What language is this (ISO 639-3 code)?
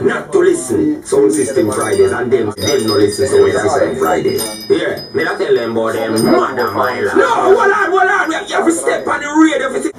jam